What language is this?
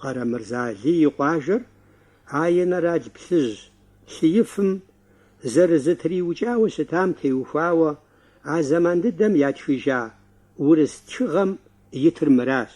Kabardian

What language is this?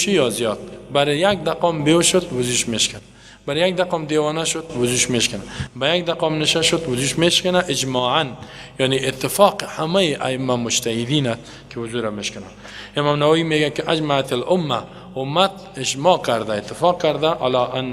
Persian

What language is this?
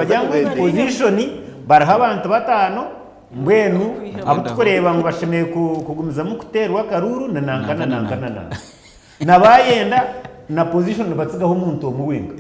Nyankole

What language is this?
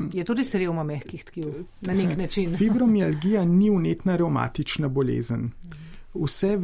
Slovenian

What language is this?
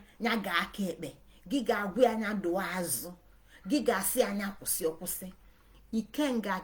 Igbo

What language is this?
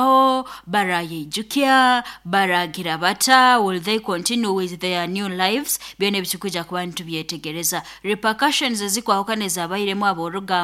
Nyankole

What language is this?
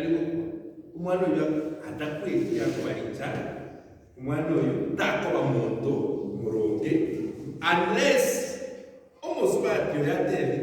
Gusii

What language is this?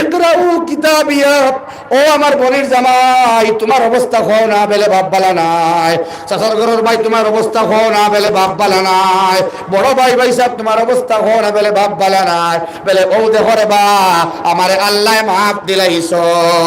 Sylheti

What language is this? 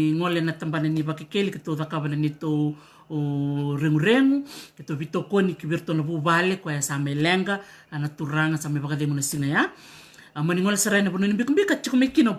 Fijian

